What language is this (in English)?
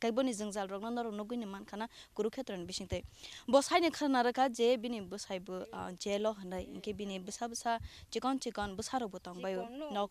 Kok Borok